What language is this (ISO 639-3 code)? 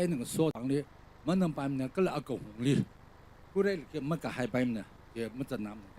nmf